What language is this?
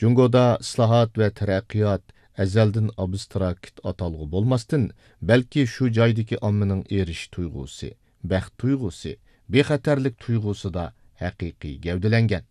Uyghur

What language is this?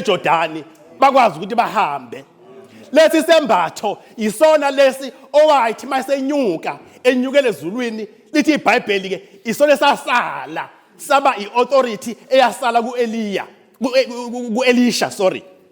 Zulu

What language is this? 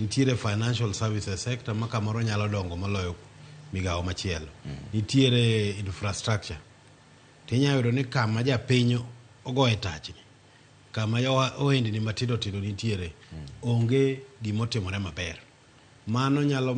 Luo (Kenya and Tanzania)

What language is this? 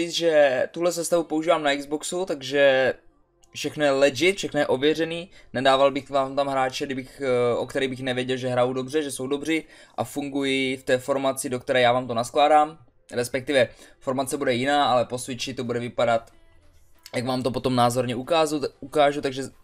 Czech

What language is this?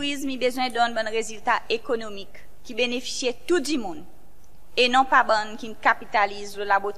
Seselwa Creole French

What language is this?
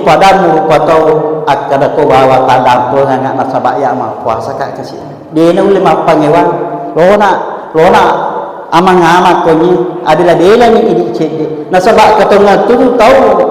Buginese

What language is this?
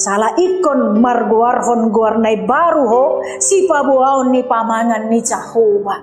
Batak Toba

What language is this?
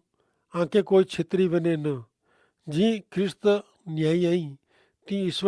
Kachhi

